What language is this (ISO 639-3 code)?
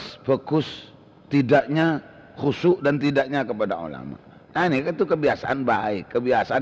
mad